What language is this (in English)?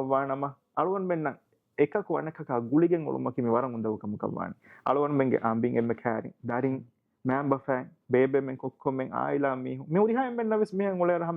Divehi